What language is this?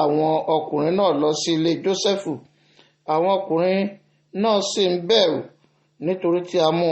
Yoruba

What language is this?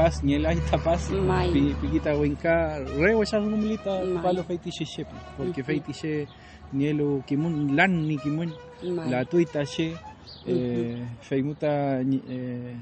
Mapuche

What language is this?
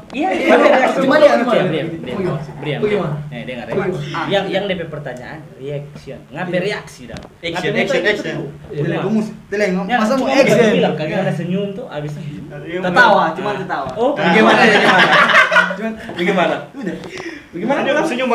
Manado Malay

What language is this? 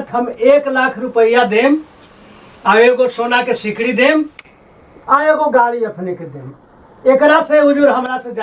Magahi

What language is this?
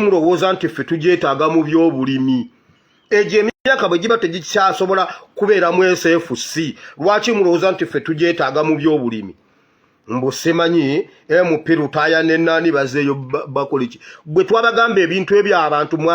Ganda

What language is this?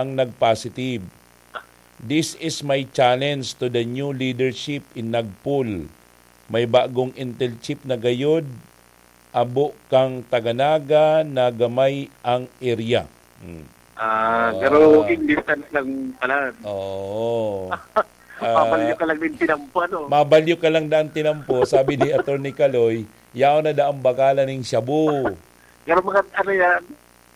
Bikol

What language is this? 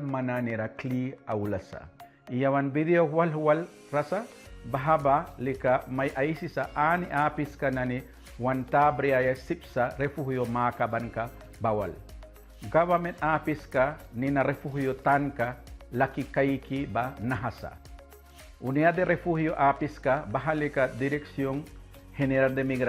Mískito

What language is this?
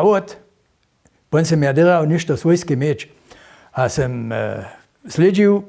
Upper Sorbian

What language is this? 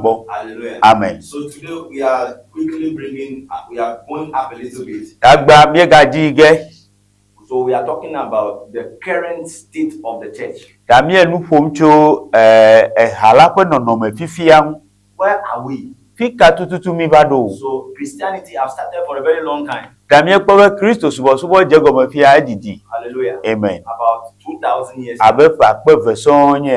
Ewe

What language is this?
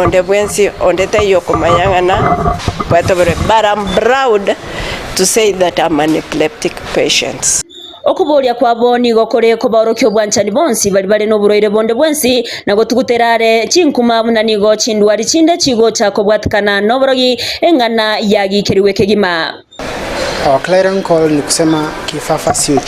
Gusii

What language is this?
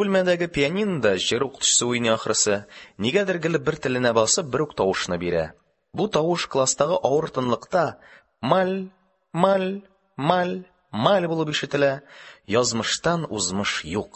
Tatar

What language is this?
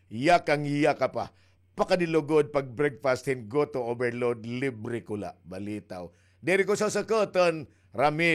Waray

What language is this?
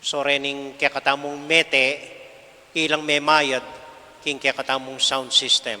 Pampanga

